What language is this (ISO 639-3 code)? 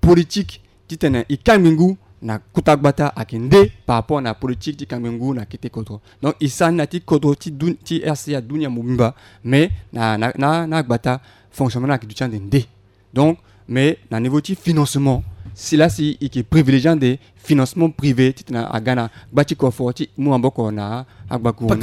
sag